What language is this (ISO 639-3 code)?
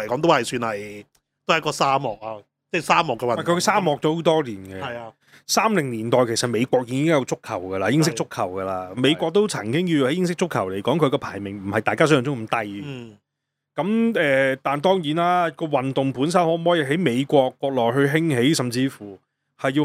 yue